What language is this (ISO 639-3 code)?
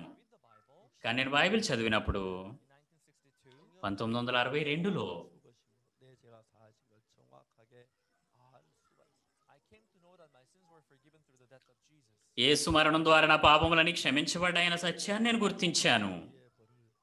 tel